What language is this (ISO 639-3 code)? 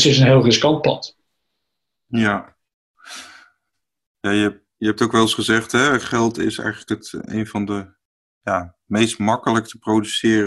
nld